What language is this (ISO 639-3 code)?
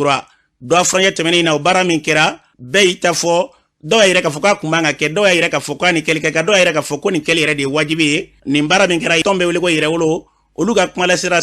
bam